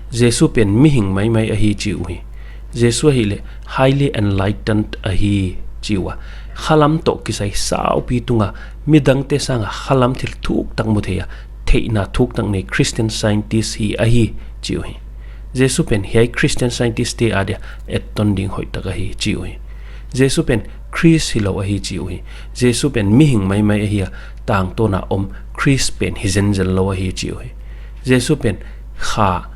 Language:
Paite Chin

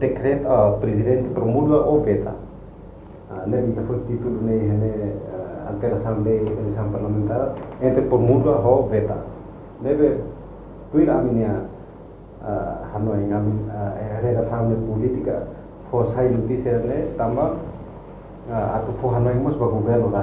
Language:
Tetum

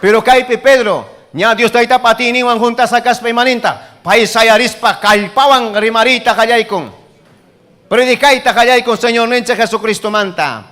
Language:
Ayacucho Quechua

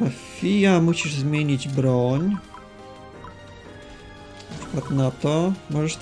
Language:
Polish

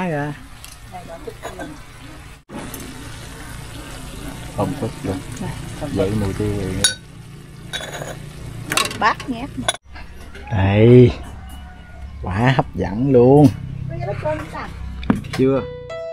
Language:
Vietnamese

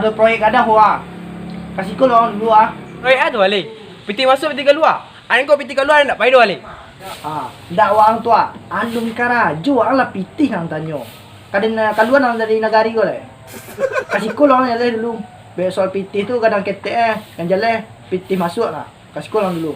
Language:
Minangkabau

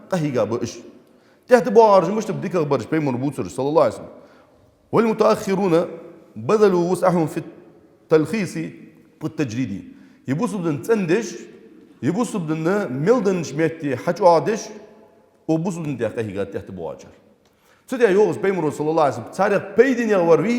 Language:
Ingush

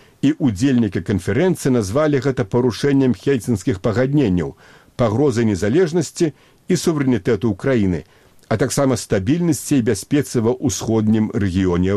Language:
Belarusian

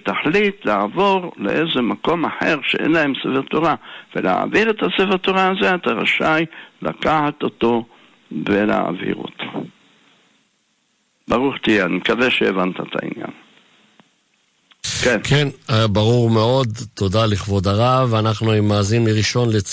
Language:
Hebrew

